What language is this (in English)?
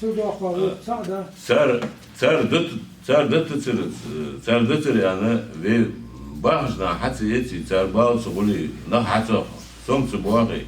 Ingush